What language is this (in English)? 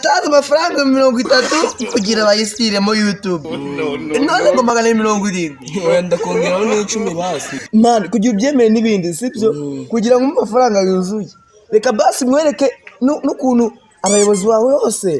Kinyarwanda